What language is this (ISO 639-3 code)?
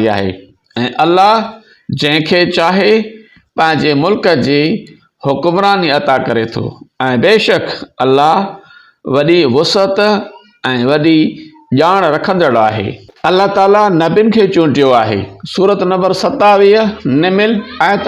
snd